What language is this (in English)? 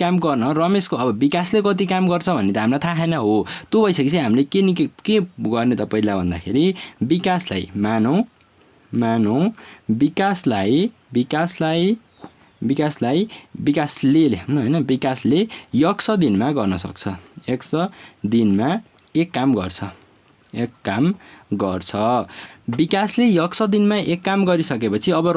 Nepali